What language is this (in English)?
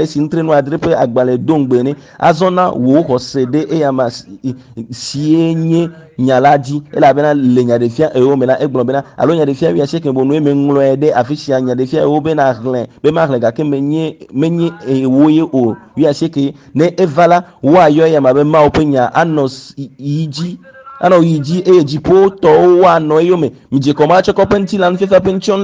Ewe